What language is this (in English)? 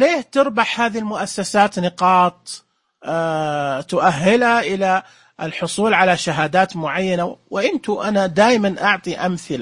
Najdi Arabic